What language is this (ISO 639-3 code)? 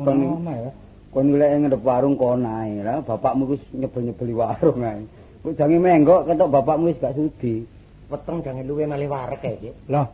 jav